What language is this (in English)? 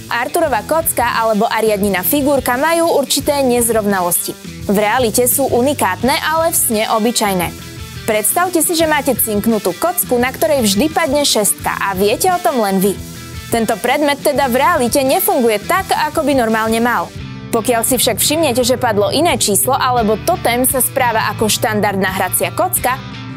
Slovak